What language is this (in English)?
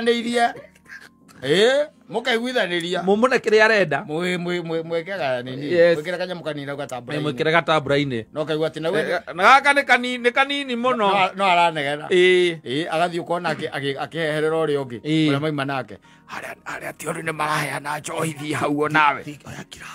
Kikuyu